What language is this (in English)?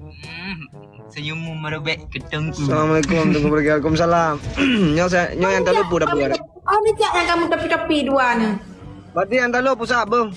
Achinese